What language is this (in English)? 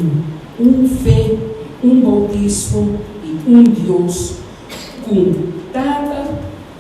Papiamento